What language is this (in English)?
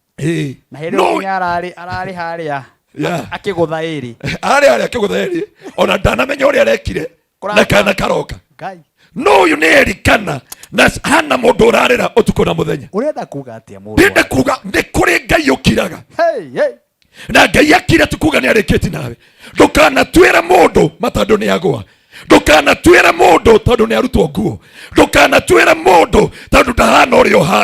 Kikuyu